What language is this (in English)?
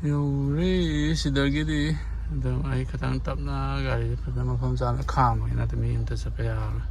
Manipuri